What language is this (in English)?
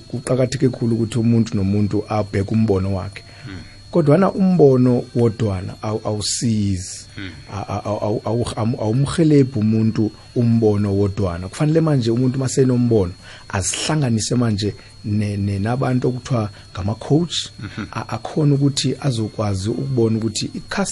South Ndebele